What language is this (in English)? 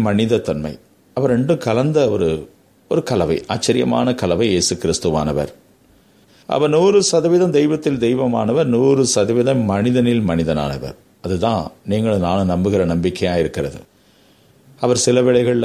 Tamil